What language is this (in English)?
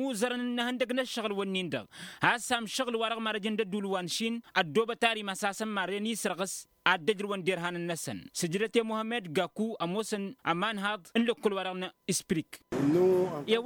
Tamasheq